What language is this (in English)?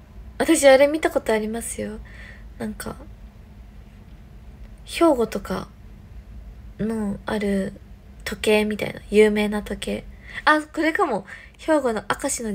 Japanese